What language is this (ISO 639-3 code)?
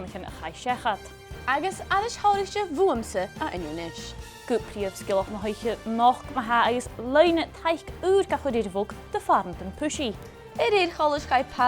gla